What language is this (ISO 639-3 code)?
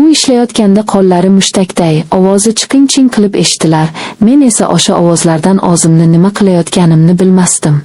uzb